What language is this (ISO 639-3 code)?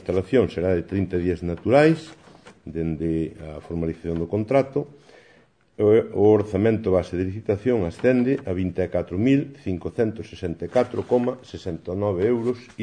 glg